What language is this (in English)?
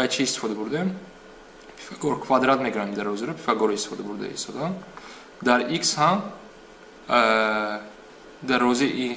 Tajik